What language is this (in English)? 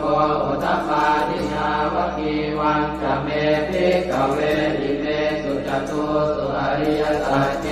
Pali